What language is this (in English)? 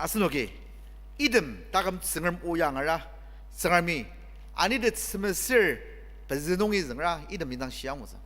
Ao Naga